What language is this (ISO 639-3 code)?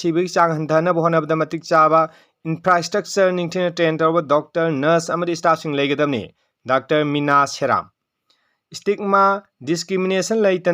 mni